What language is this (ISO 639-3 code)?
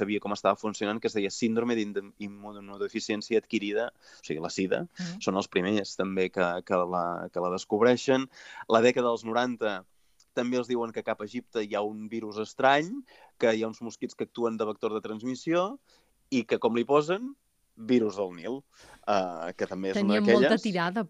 cat